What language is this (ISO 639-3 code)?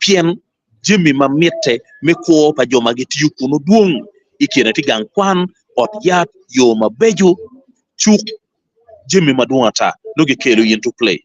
ach